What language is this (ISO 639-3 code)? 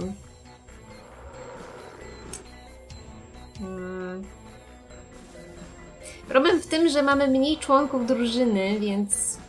pol